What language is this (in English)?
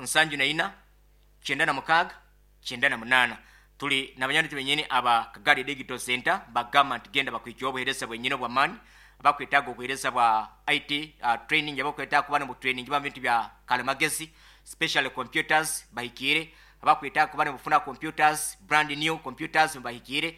Nyankole